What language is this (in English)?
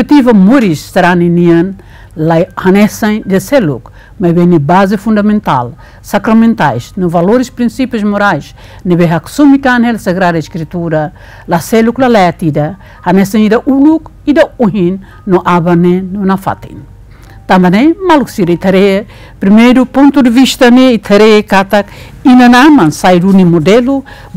Tetum